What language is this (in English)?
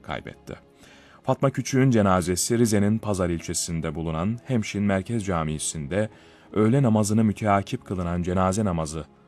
Turkish